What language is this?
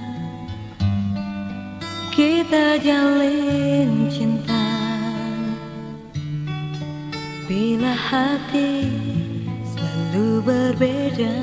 Indonesian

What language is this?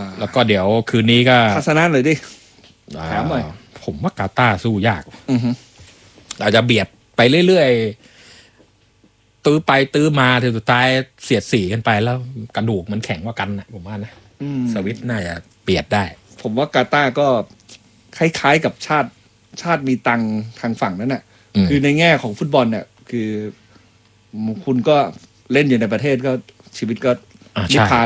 Thai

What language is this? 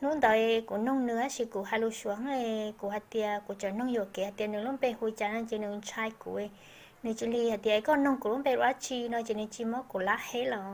Hmong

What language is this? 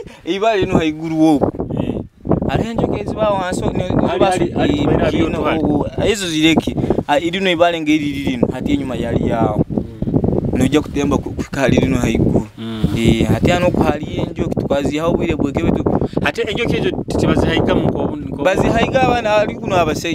Nyoro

